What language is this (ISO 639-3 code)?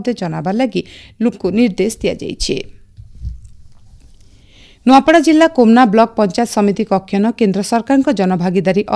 ori